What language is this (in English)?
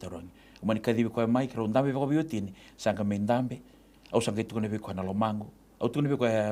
Fijian